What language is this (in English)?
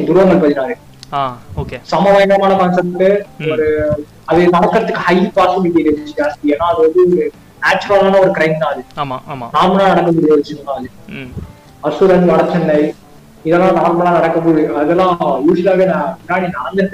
Tamil